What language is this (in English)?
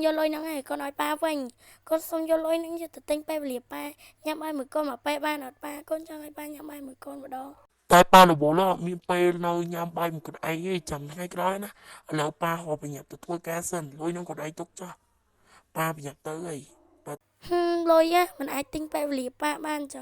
Khmer